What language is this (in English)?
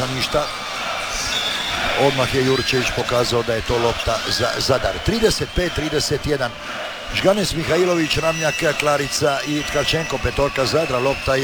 Croatian